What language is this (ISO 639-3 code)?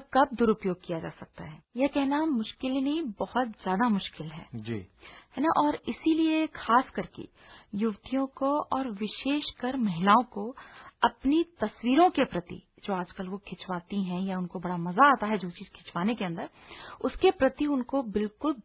hin